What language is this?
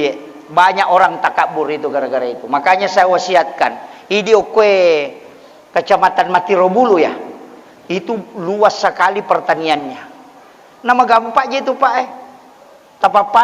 Buginese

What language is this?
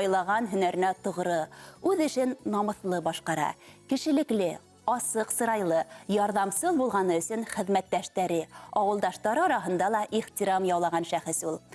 Bashkir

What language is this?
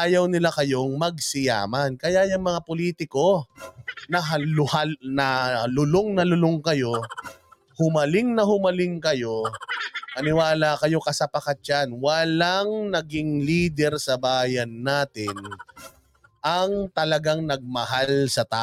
Filipino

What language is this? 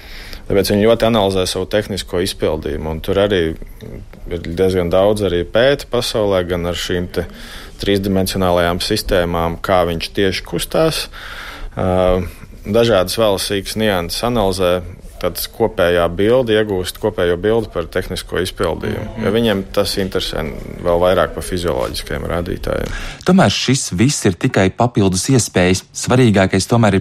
Latvian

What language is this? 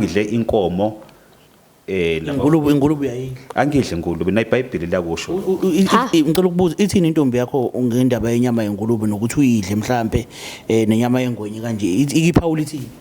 Zulu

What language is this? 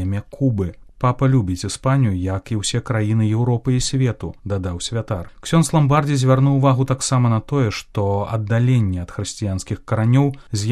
Belarusian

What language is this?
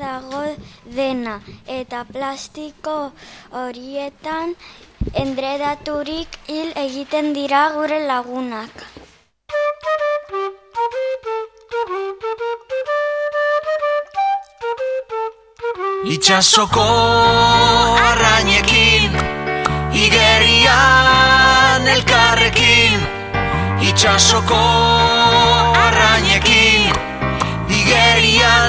Basque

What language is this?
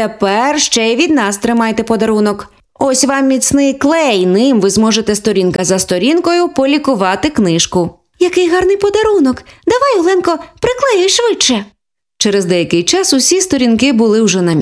Ukrainian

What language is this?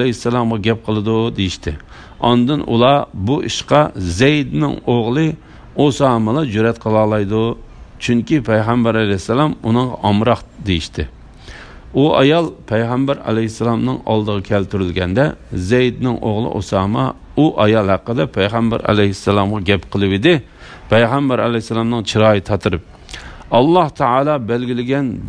Uyghur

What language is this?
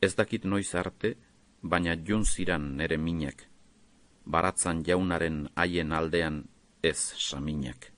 Basque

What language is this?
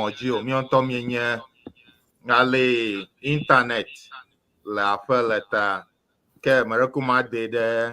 Ewe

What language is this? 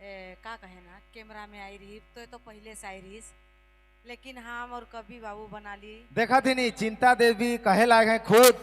Sadri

